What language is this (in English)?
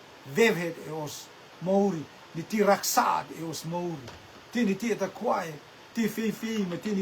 Rotuman